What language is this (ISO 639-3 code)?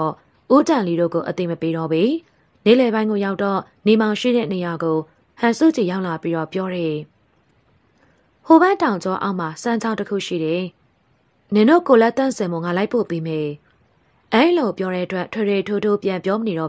mya